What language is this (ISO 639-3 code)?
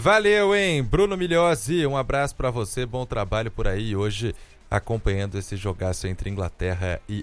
por